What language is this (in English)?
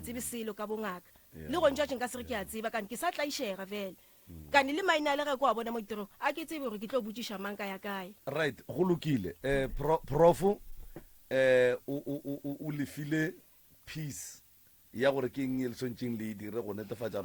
Northern Sotho